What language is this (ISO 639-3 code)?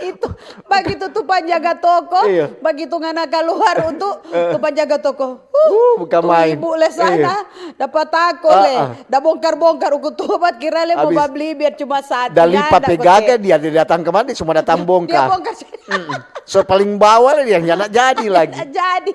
xmm